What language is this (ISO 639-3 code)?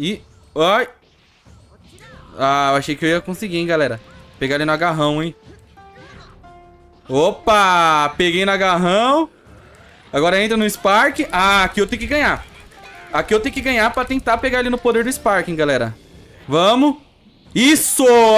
por